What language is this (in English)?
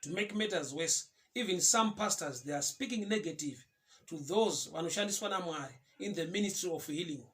Shona